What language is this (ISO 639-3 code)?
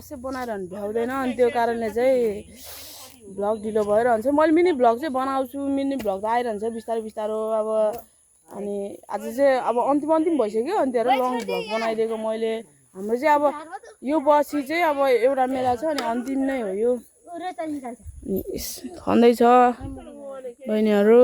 nep